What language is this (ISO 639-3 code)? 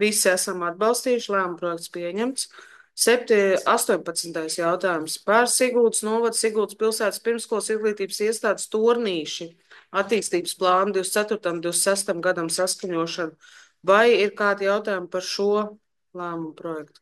lav